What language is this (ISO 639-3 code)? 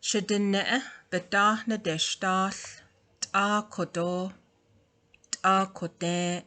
nav